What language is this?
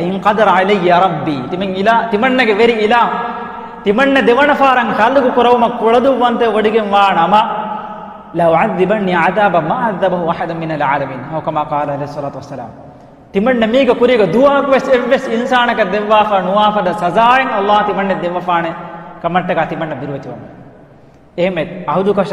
Divehi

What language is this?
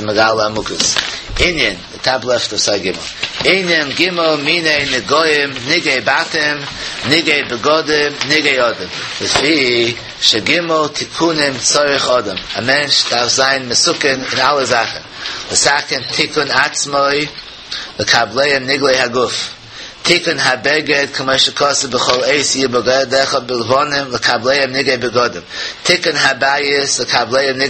Yiddish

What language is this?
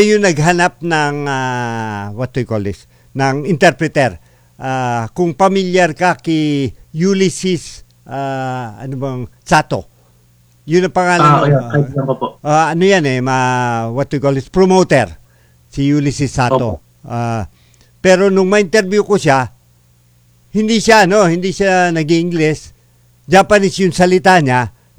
Filipino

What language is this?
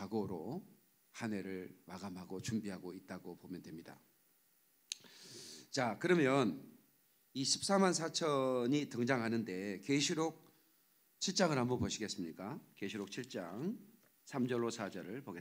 Korean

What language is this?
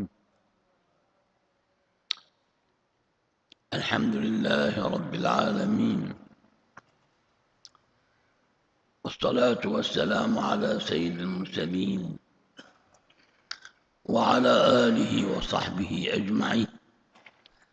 Arabic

